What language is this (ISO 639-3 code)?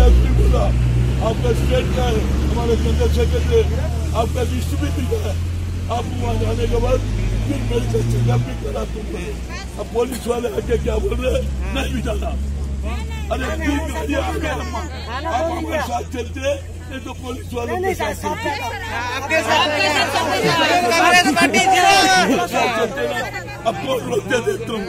tel